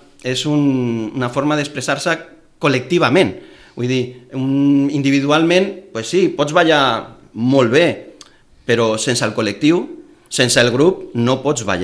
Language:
Catalan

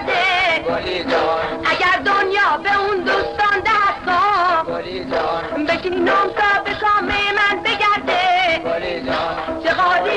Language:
Persian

